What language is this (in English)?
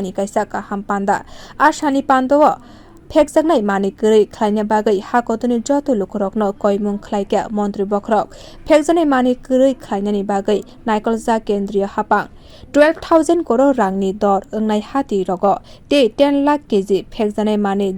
Kok Borok